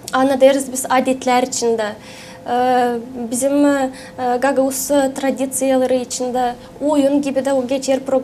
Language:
Gagauz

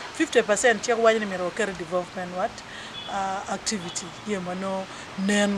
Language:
Acoli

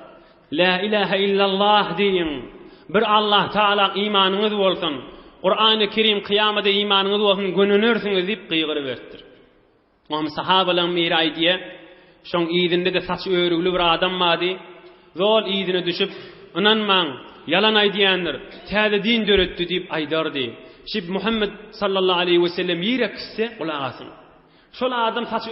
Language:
Turkmen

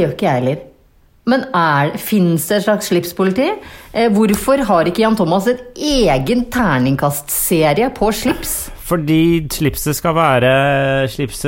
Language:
Norwegian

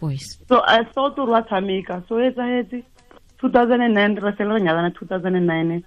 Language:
Tswana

